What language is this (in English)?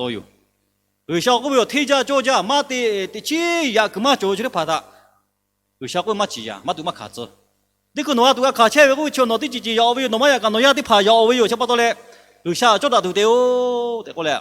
Lahu